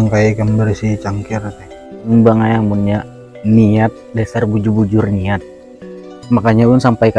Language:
Banjar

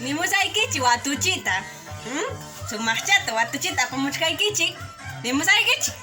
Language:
Ayacucho Quechua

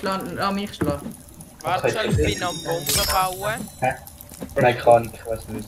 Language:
Swiss German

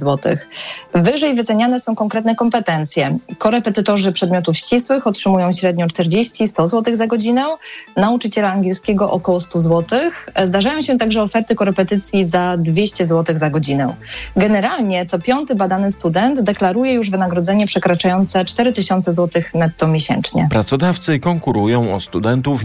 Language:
Polish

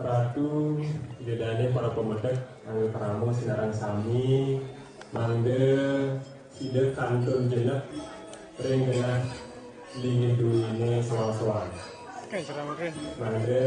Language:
Balinese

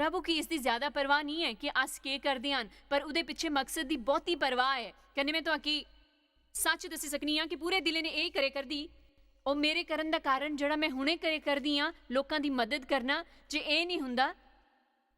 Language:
Dogri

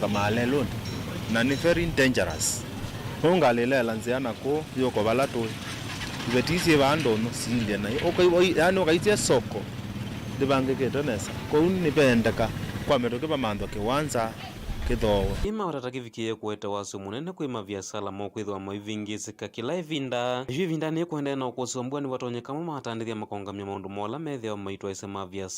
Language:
Kamba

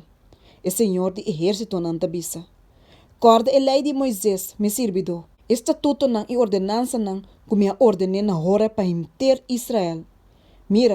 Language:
Papiamento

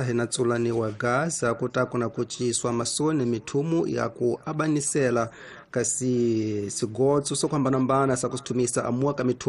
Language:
Tsonga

